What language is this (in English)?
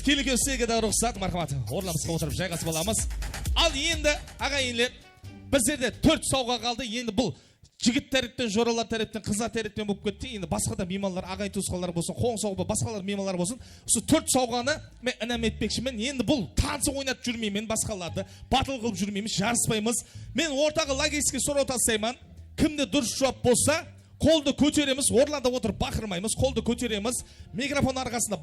Kara-Kalpak